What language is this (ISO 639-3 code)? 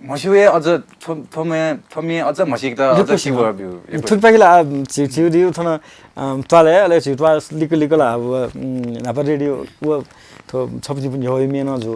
new